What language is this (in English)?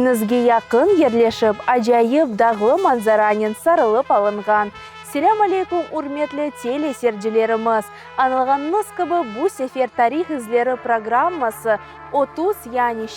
Crimean Tatar